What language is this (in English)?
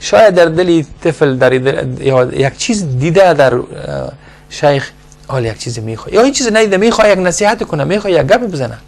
Persian